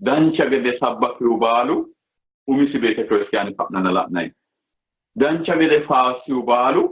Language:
Sidamo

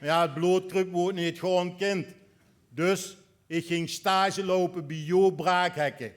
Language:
Limburgish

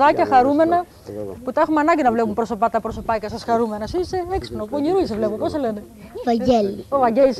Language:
Greek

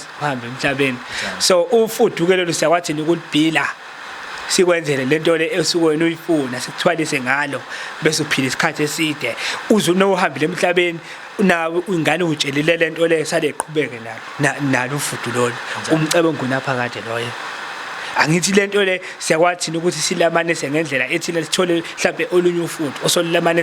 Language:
Zulu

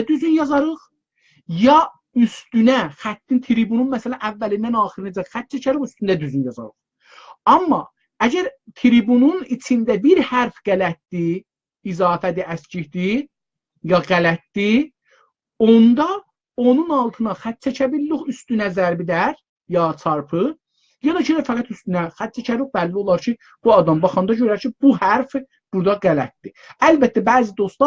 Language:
South Azerbaijani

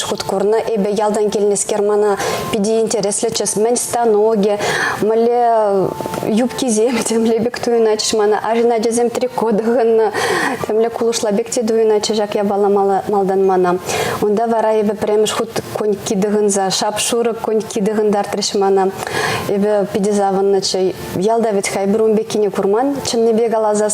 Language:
Chuvash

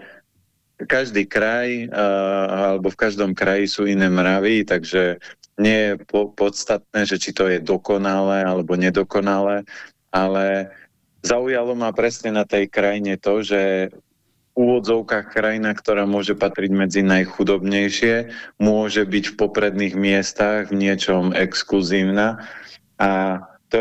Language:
Slovak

